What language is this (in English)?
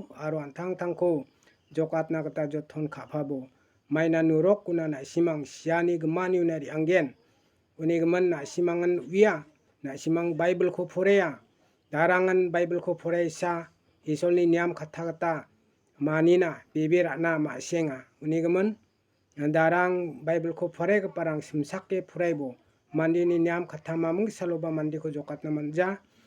Garo